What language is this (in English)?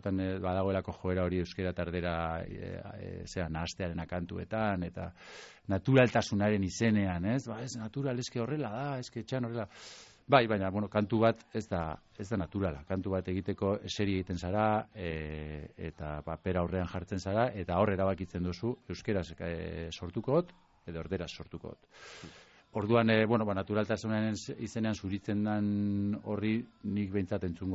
Basque